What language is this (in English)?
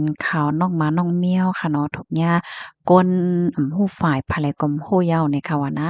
Shan